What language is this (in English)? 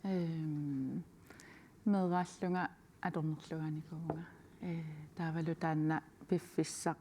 Kalaallisut